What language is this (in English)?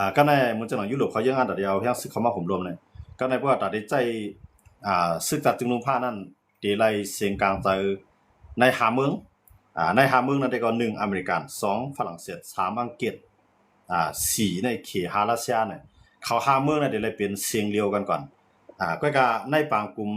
Shan